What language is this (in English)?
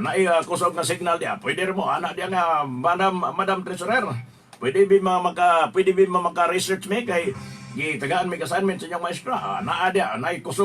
Cebuano